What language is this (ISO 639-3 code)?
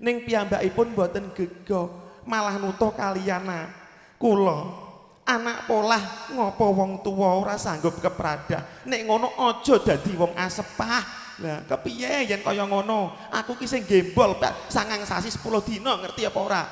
jav